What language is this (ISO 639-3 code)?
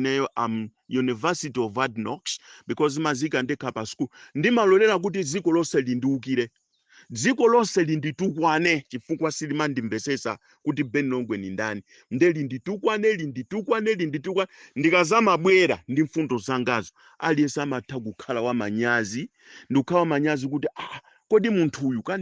nya